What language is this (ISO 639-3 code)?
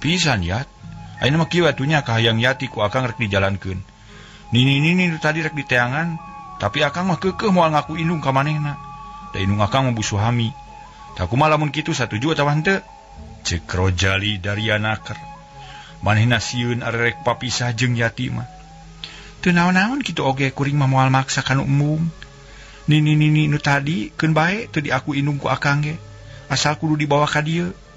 sun